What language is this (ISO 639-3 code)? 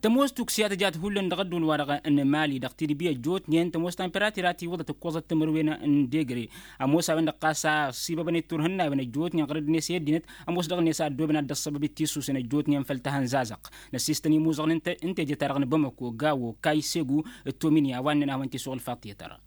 taq